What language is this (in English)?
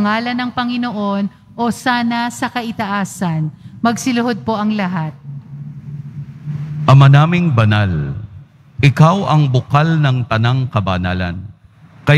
Filipino